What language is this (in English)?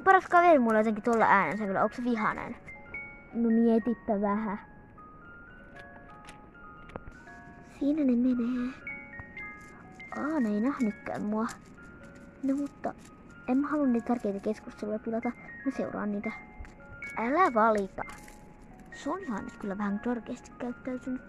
Finnish